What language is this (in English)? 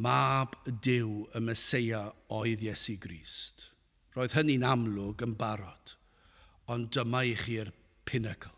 Welsh